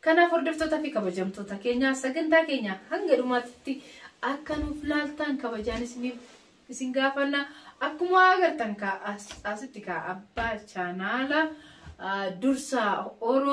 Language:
Oromo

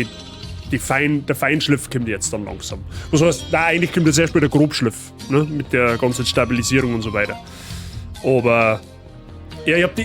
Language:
Bavarian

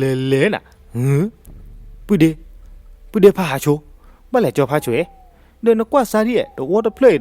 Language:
S'gaw Karen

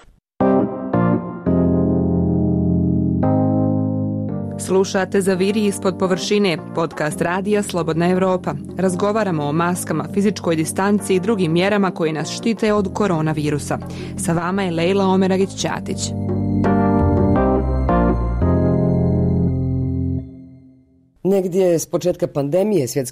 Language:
Bosnian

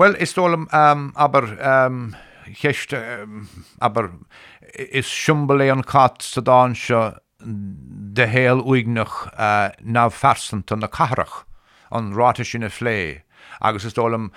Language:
Irish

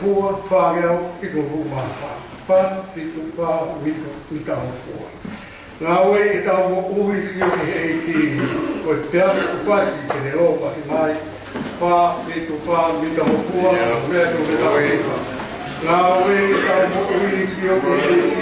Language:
Tongan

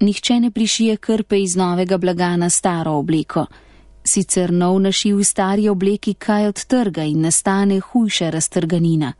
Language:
Slovenian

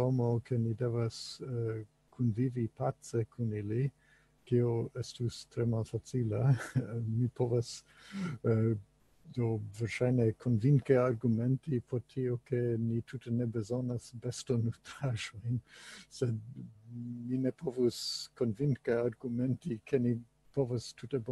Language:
Esperanto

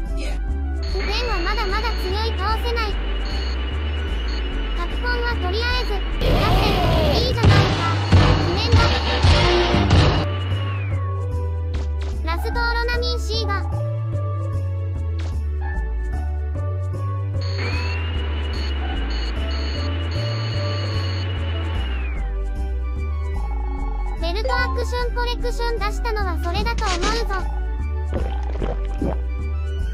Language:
Japanese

